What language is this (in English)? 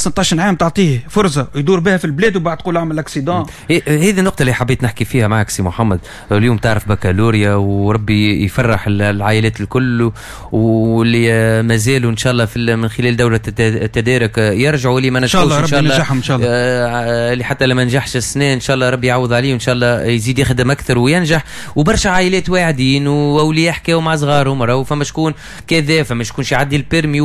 Tunisian Arabic